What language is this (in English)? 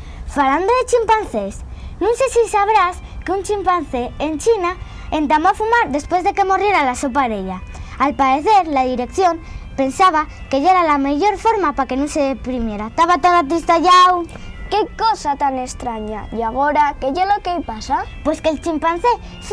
Asturian